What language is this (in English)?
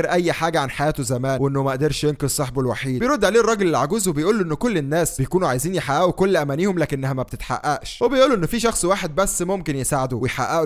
Egyptian Arabic